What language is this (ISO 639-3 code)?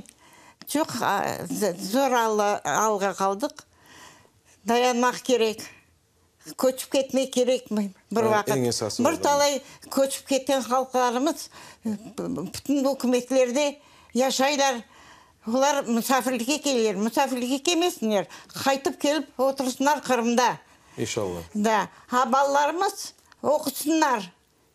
crh